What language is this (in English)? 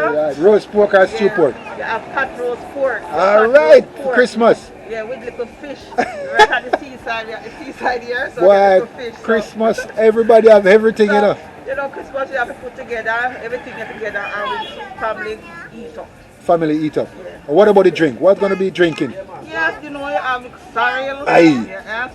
Jamaican Creole English